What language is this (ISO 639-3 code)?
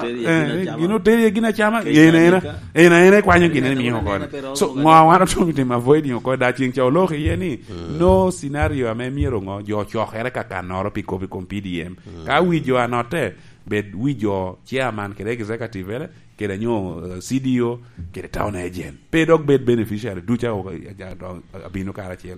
laj